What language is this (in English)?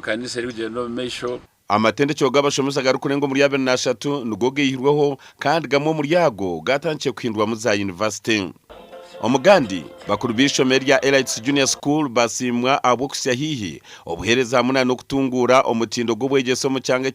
Nyankole